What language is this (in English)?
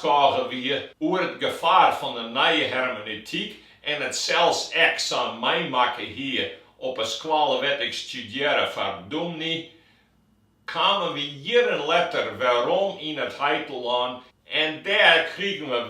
Western Frisian